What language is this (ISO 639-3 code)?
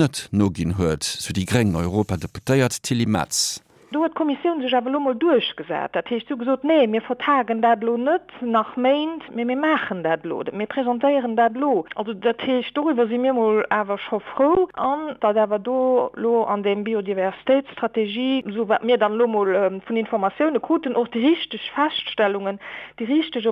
ltz